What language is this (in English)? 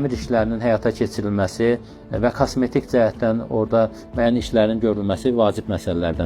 Azerbaijani